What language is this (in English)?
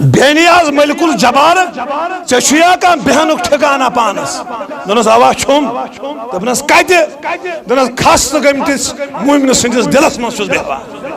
Kashmiri